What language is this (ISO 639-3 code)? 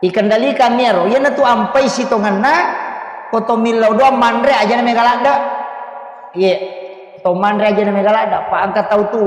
bug